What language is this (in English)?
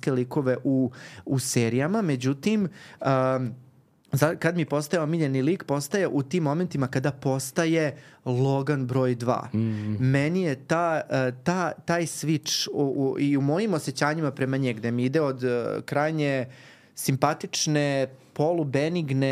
Serbian